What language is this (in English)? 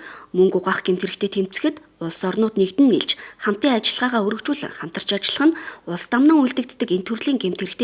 Mongolian